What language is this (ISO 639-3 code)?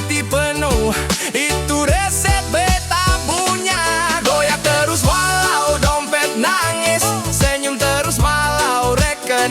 abs